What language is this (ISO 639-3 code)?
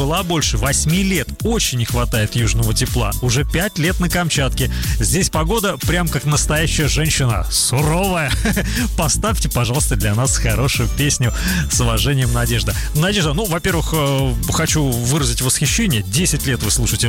rus